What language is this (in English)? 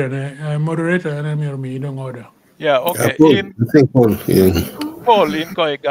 Acoli